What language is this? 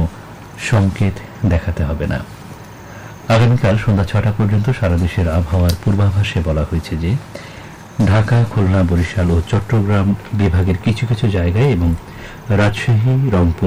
Bangla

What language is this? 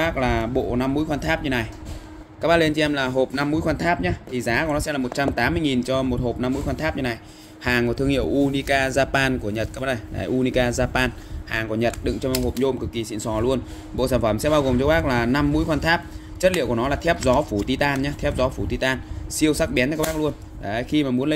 Vietnamese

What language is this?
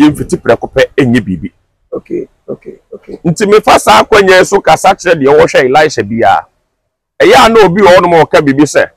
Akan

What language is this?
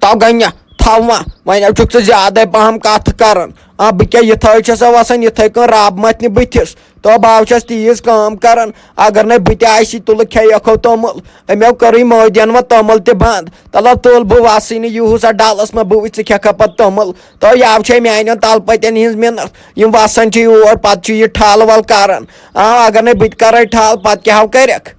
Kashmiri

